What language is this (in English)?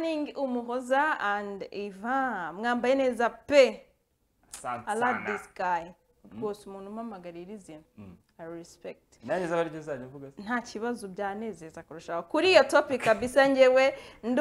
Kinyarwanda